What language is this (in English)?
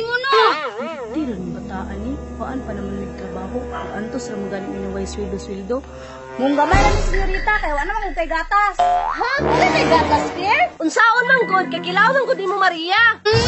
Cebuano